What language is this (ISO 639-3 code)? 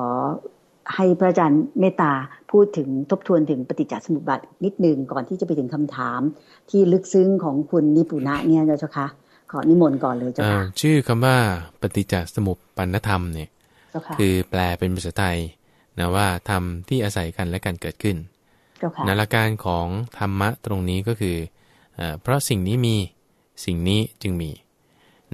tha